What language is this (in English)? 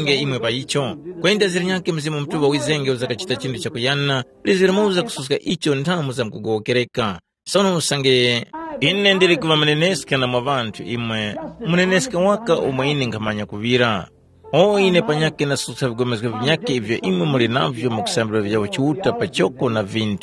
Tumbuka